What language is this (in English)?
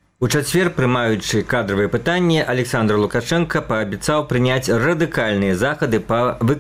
Belarusian